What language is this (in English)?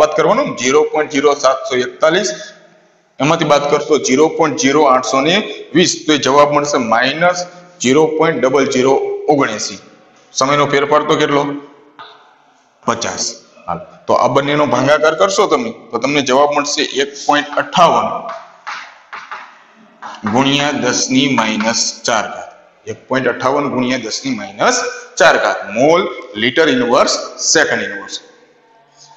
Gujarati